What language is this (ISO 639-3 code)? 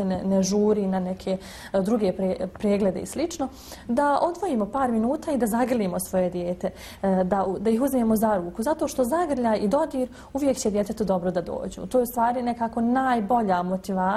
bos